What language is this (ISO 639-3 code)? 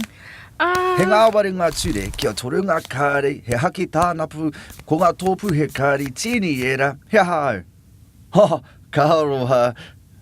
mri